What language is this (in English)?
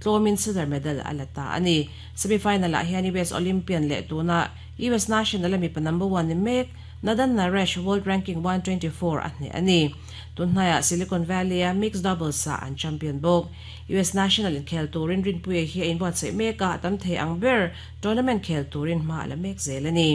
Mizo